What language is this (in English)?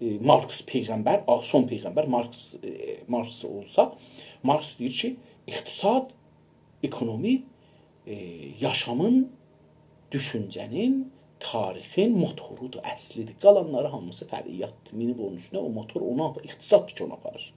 South Azerbaijani